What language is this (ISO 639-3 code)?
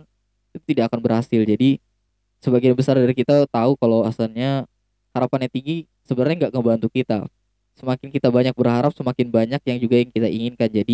ind